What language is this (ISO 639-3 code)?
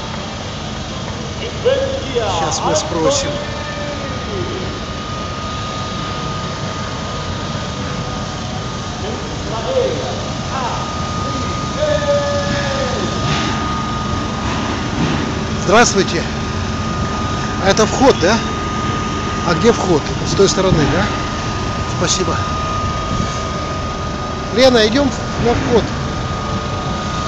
rus